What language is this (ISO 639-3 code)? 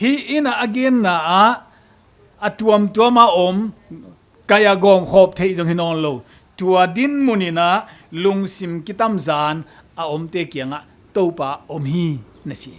ctd